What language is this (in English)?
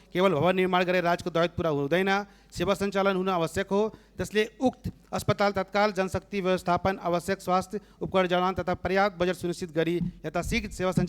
Nepali